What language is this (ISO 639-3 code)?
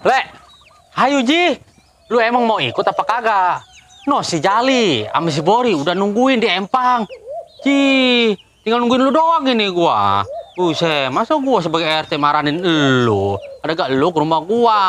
bew